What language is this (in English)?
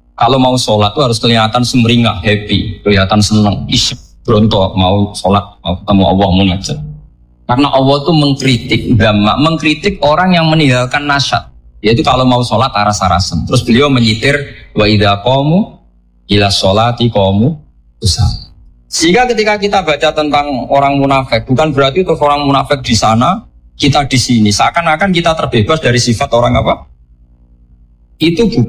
Indonesian